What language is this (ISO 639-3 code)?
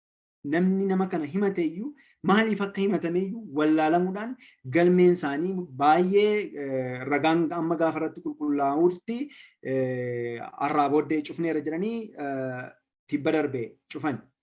orm